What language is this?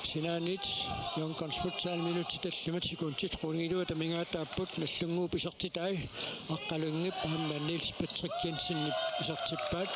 Kalaallisut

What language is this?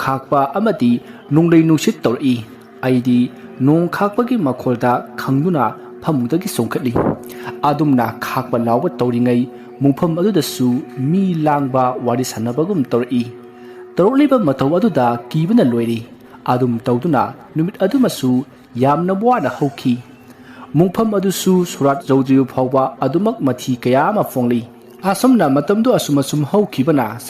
Manipuri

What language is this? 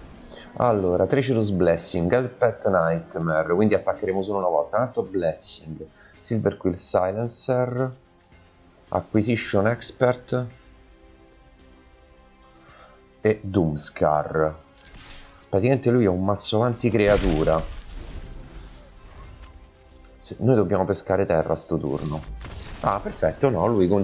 Italian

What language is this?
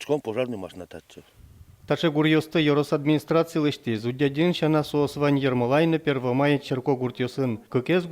Udmurt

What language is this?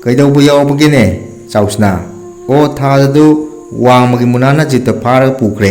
Manipuri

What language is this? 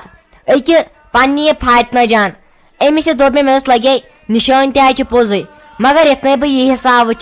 Kashmiri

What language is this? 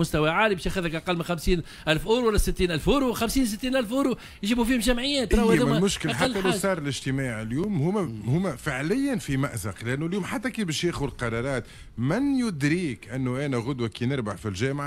Tunisian Arabic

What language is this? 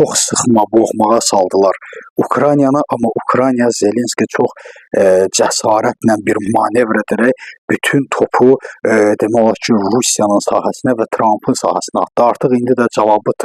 Azerbaijani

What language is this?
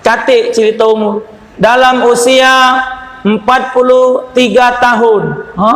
Musi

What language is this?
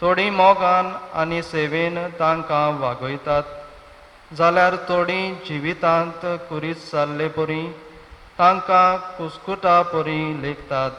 Konkani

